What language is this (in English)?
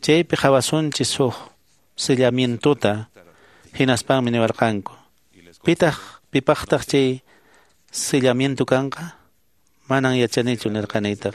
Quechua